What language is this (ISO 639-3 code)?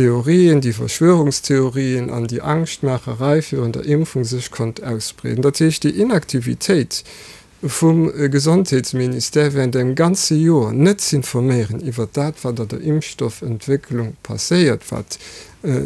ltz